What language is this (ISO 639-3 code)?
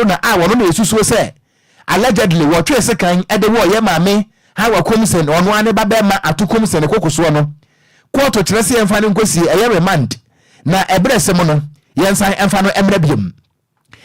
aka